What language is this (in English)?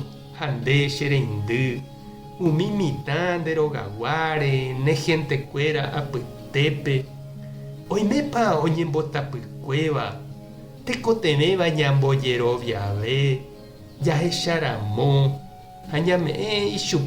Guarani